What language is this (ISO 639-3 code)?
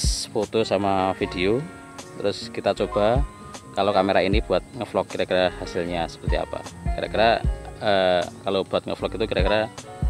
ind